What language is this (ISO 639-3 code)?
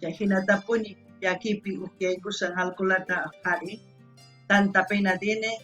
quh